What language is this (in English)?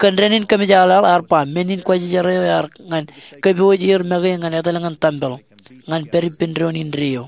Marshallese